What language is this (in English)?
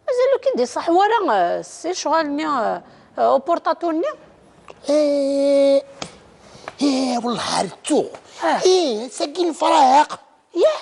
Kabyle